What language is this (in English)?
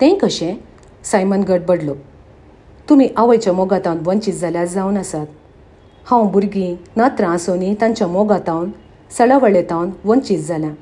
Konkani